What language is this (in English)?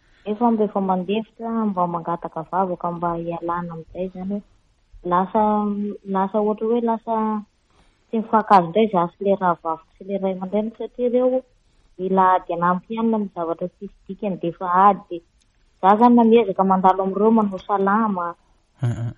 Malagasy